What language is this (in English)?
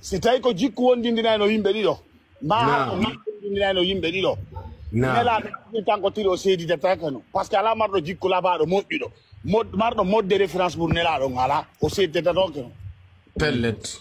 Fula